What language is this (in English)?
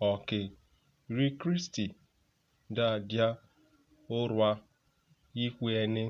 Urhobo